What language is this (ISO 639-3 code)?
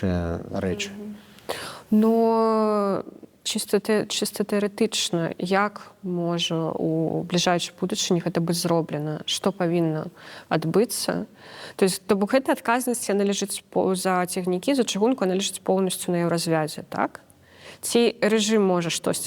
bel